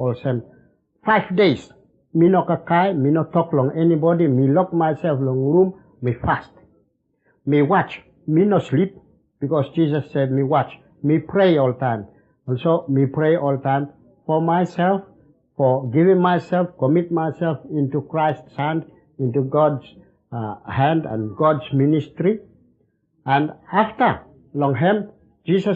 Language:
Bislama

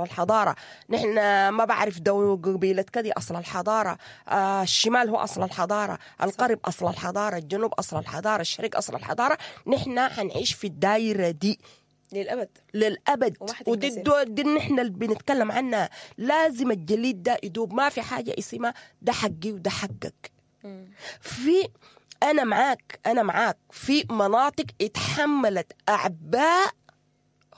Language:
Sudanese Arabic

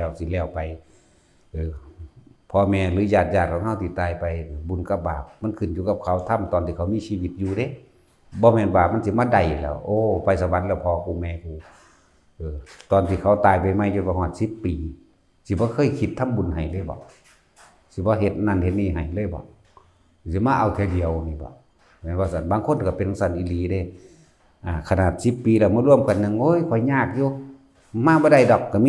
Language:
Northeastern Thai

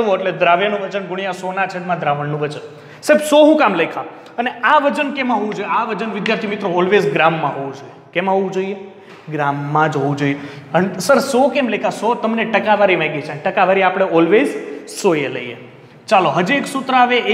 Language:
Gujarati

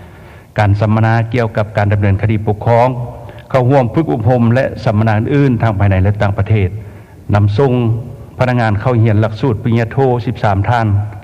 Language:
Lao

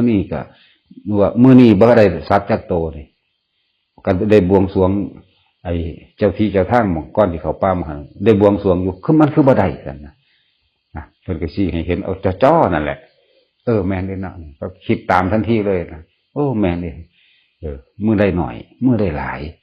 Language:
Northeastern Thai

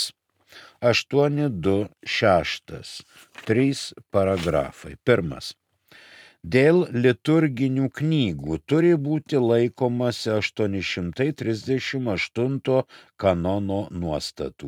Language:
Lithuanian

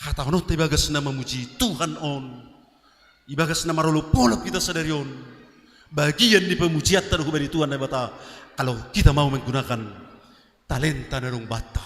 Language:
Batak Simalungun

